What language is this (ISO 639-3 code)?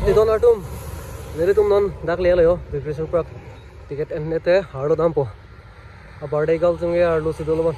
mjw